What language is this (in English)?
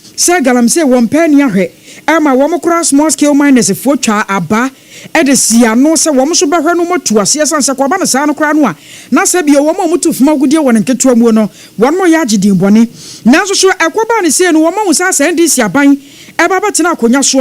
Akan